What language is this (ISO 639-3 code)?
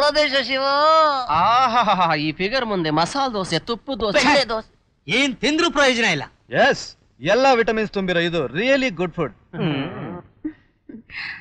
kan